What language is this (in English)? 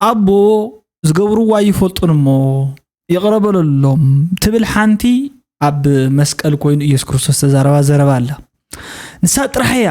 Tigrinya